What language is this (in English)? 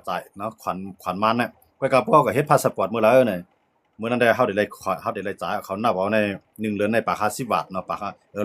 Shan